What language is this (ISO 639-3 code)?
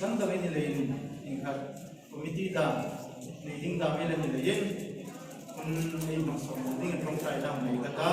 hmr